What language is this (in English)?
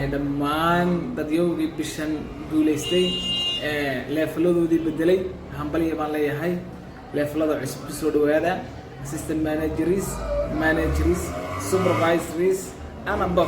Somali